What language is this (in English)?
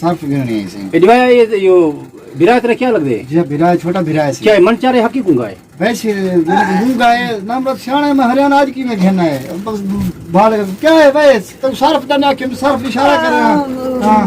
Saraiki